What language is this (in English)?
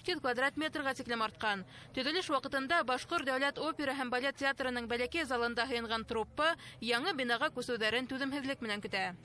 Bashkir